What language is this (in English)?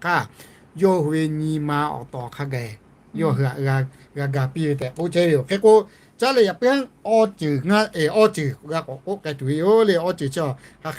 Lahu